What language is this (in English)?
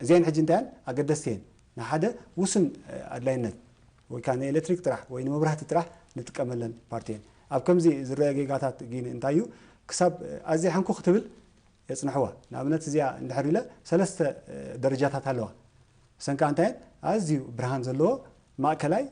Tigrinya